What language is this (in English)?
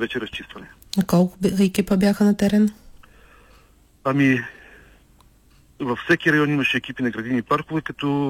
Bulgarian